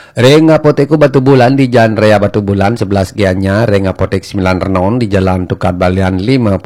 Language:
Balinese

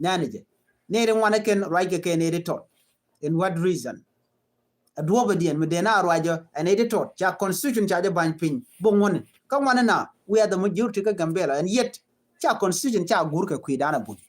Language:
Nuer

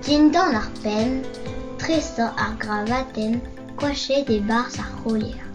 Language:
Breton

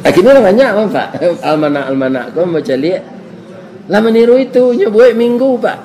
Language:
Minangkabau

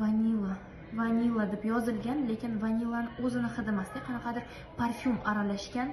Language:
Uzbek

